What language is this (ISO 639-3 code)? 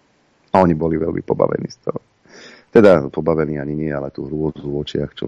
slk